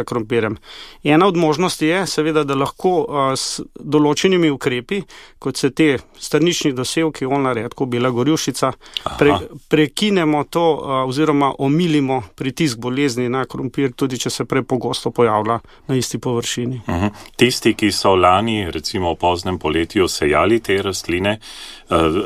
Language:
Slovenian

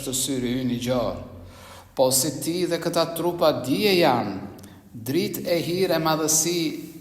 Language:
Albanian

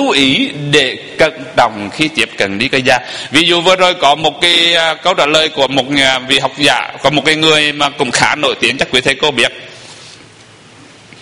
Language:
Vietnamese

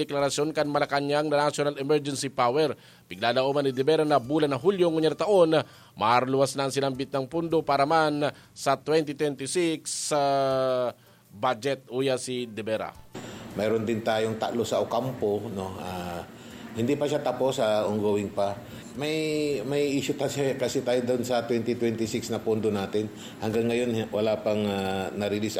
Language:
Bikol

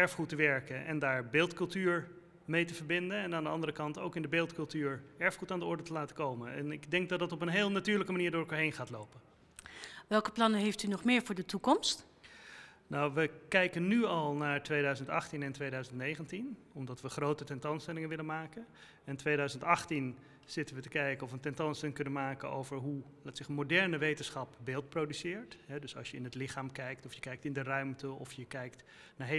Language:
Dutch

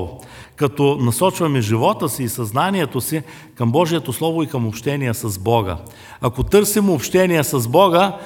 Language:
Bulgarian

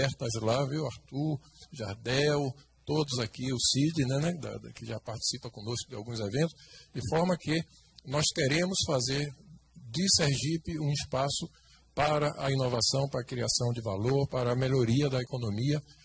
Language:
Portuguese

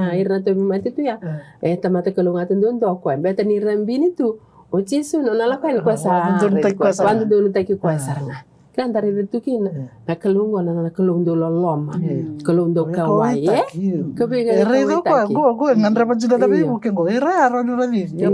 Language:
Fijian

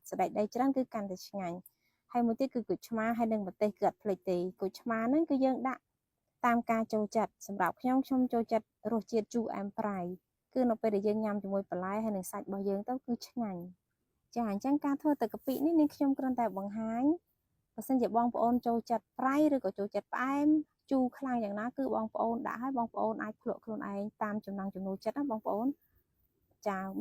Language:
Khmer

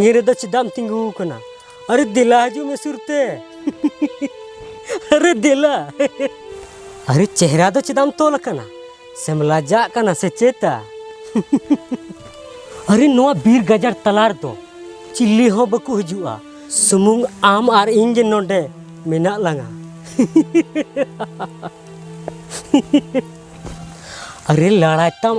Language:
Santali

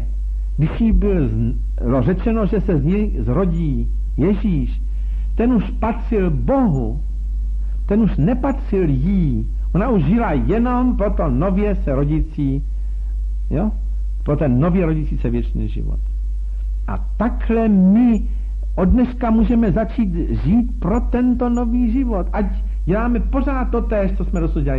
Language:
Czech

